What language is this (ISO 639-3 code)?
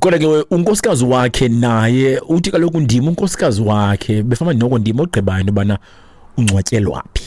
xho